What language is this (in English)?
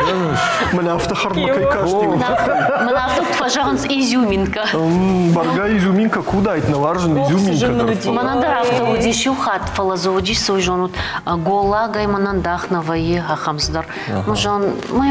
Ossetic